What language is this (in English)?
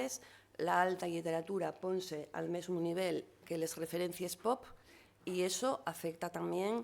Asturian